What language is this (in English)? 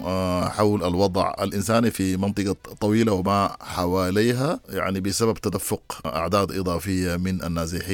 Sudanese Arabic